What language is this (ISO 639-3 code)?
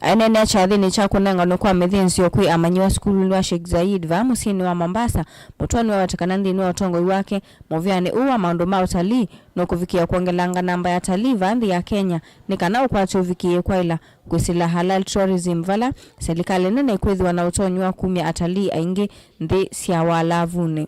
kam